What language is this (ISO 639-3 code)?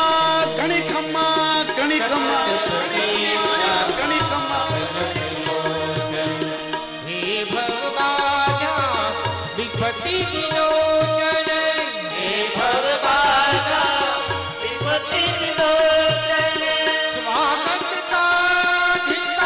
guj